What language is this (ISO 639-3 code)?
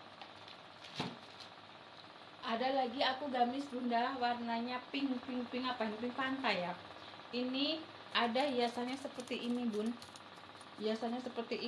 ind